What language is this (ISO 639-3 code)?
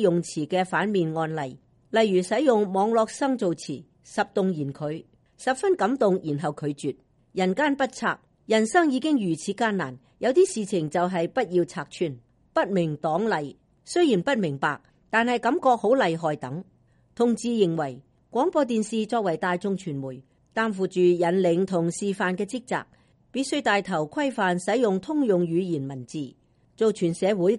yue